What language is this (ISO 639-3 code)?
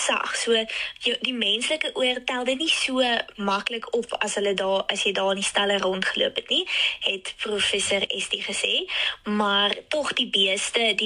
afr